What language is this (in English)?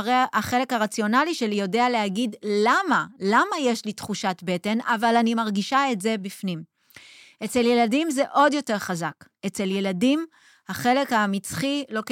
Hebrew